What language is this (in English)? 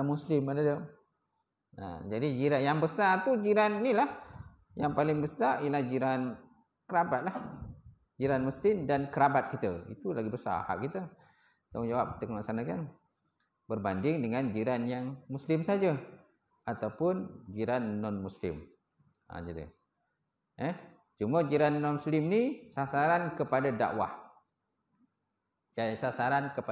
Malay